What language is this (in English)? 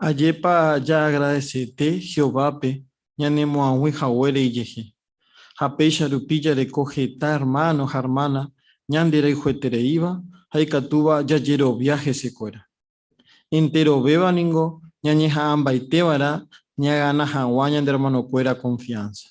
Guarani